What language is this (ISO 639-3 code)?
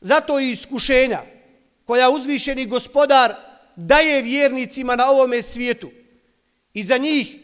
bos